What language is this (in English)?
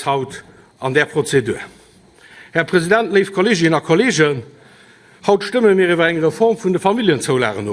Luxembourgish